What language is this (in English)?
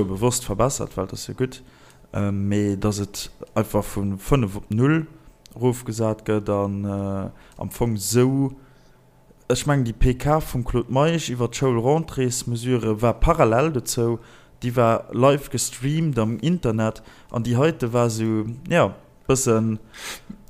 Luxembourgish